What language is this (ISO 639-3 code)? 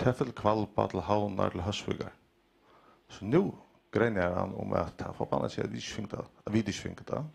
fao